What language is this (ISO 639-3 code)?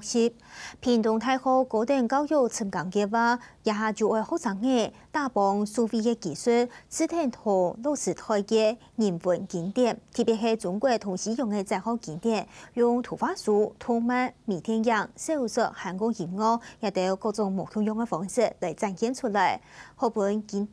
hak